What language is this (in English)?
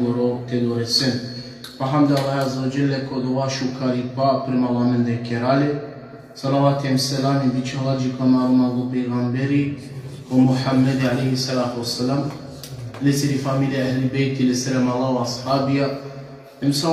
Balkan Romani